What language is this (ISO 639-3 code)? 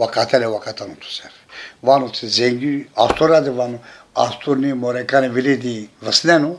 zza